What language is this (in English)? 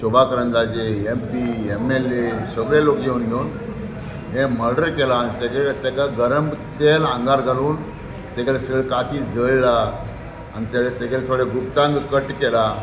Konkani